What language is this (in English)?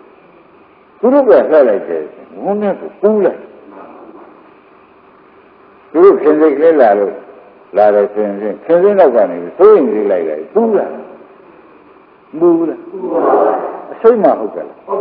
Burmese